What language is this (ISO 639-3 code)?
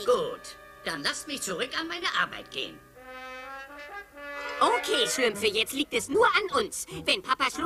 deu